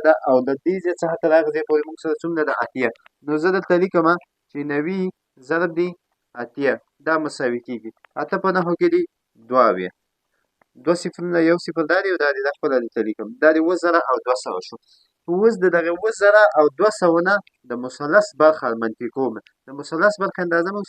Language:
Pashto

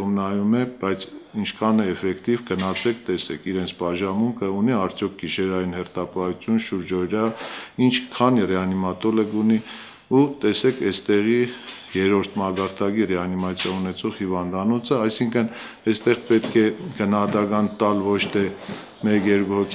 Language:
Armenian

